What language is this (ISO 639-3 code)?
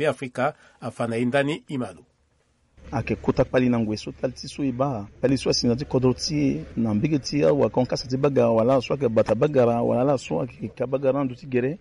sag